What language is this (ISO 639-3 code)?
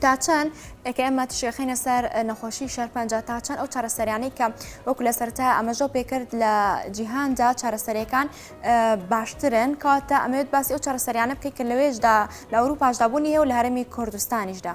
ckb